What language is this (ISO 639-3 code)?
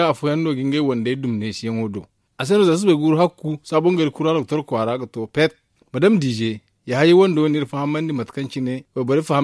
dje